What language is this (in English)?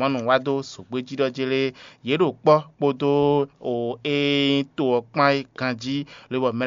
Fon